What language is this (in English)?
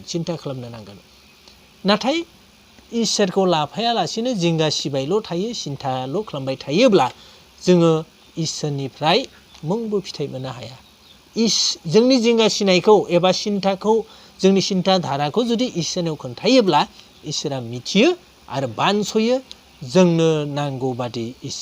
Bodo